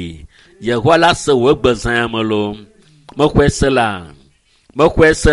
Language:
Ewe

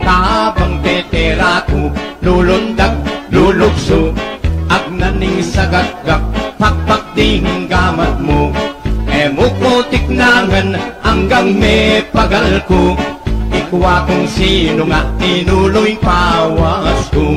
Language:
Pampanga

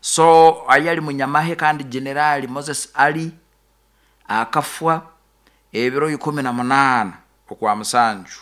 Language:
Nyoro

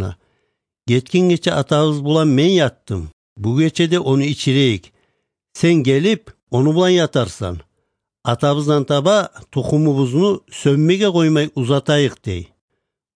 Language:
Kyrgyz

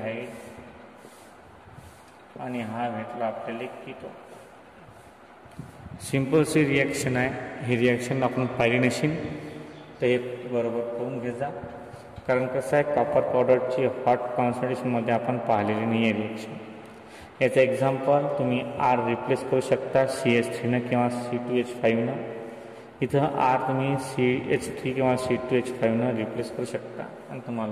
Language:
Marathi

